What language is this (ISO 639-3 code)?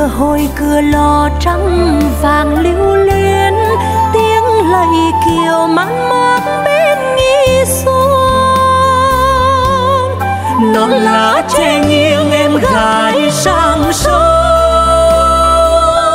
vie